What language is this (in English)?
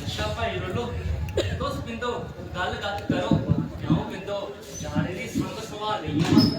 Dogri